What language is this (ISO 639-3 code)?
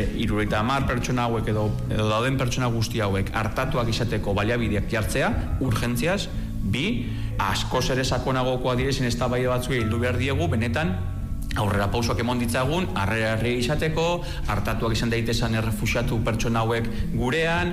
eus